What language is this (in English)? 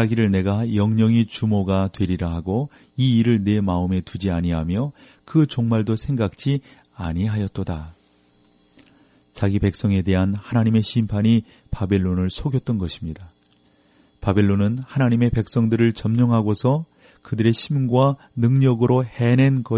Korean